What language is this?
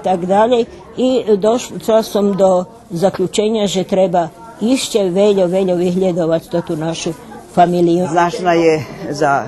Rusyn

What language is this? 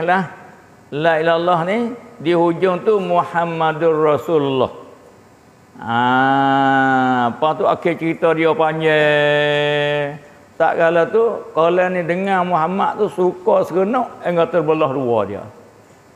Malay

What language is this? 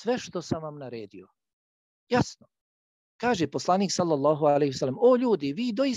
Bosnian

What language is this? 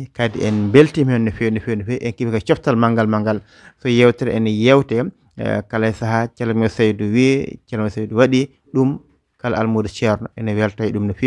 Fula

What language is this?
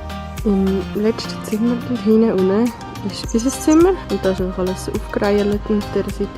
Swiss German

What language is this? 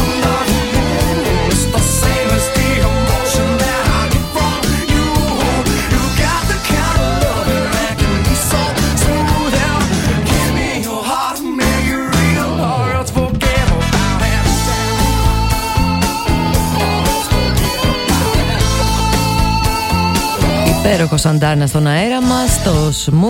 Greek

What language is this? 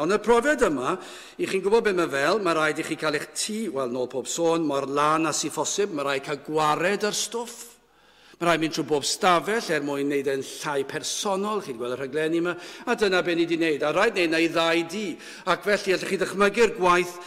Welsh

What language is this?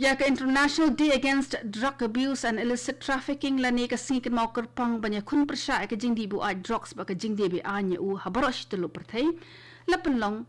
Khasi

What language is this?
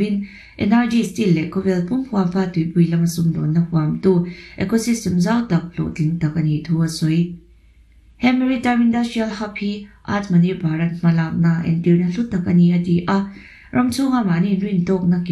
Mizo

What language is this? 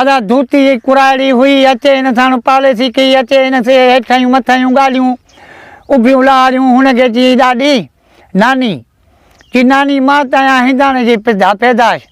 Sindhi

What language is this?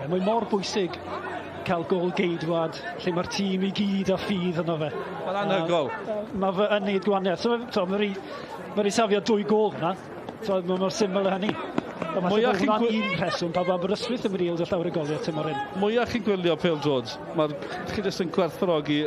Welsh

